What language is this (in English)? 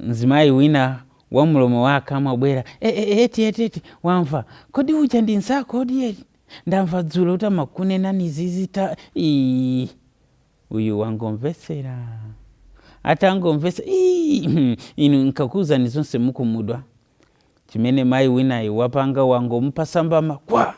Nyanja